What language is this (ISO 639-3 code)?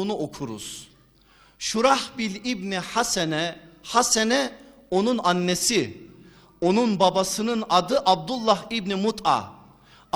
tur